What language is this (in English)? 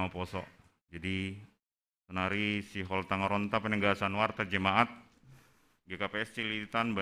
Batak Simalungun